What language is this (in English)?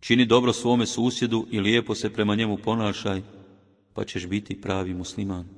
Bosnian